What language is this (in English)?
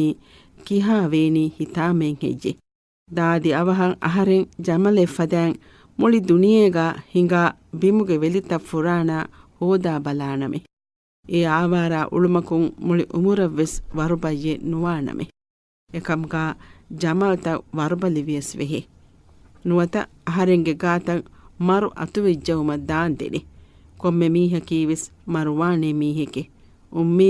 Divehi